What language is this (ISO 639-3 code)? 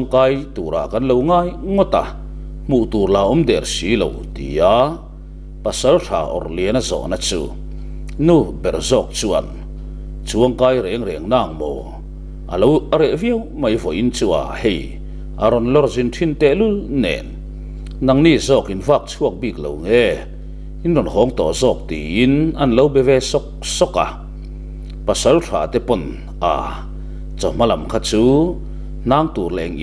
lus